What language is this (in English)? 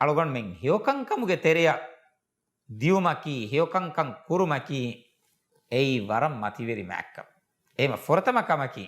Divehi